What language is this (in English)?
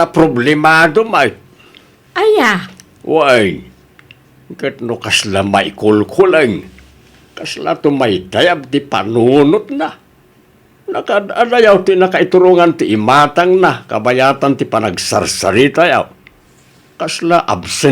Iloko